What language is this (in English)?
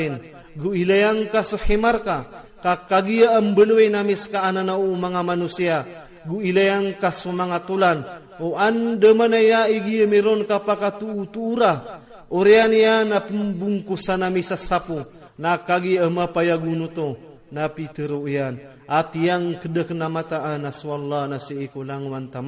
Iranun (Philippines)